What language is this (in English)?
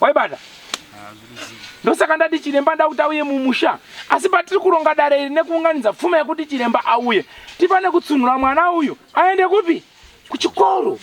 Shona